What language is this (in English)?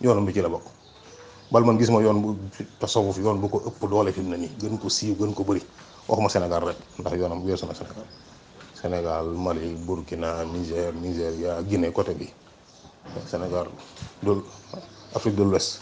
Wolof